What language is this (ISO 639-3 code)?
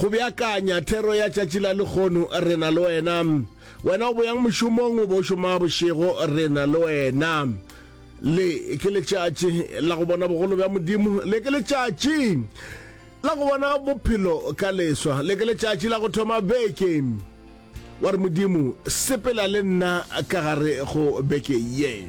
nso